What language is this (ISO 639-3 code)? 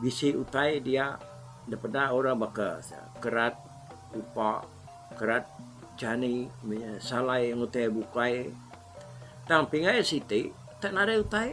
iba